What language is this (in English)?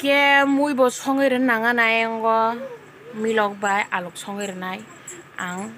Kok Borok